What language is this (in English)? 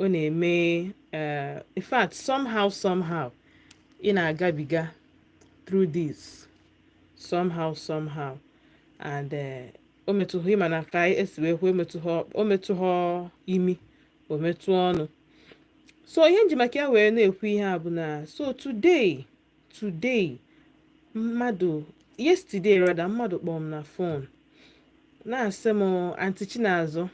Igbo